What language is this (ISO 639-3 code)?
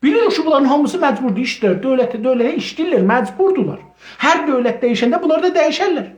azb